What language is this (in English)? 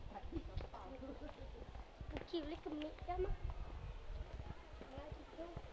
Malay